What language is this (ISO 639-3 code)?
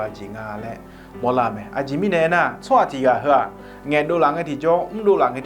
ahk